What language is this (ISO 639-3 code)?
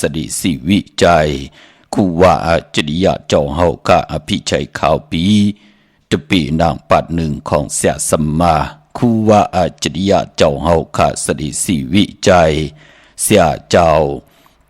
shn